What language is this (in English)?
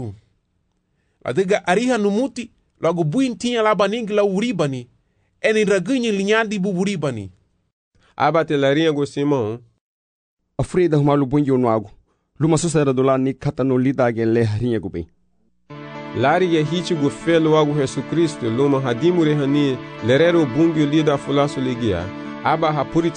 Garifuna